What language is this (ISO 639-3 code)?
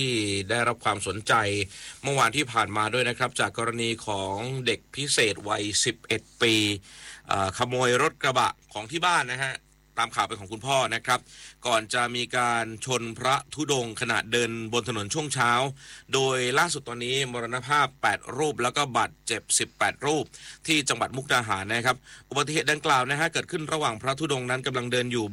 tha